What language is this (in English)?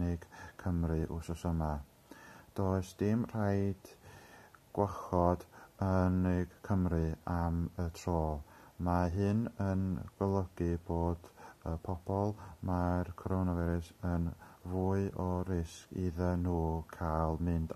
Welsh